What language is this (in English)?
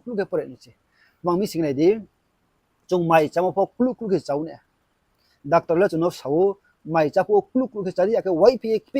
Riang (India)